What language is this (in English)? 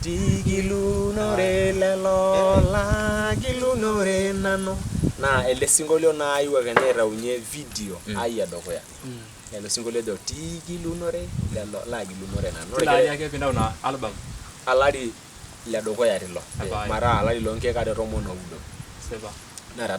Masai